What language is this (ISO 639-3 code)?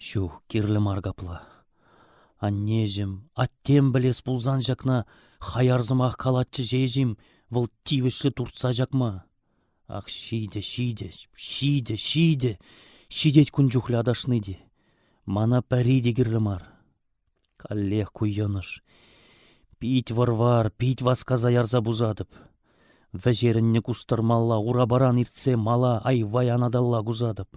chv